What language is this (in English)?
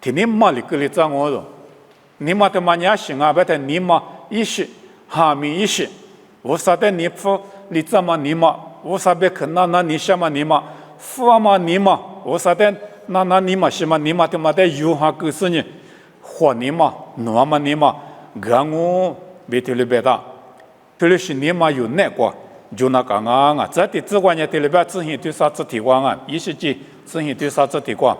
Lisu